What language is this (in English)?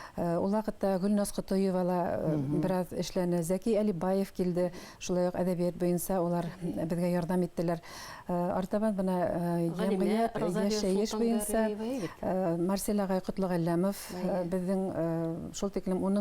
Bashkir